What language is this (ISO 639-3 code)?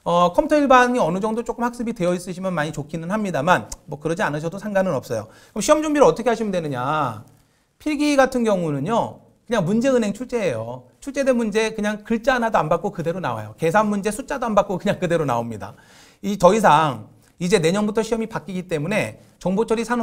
kor